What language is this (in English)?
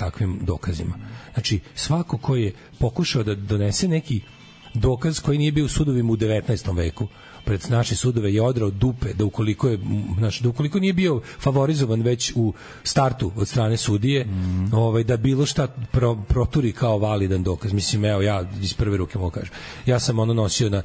Serbian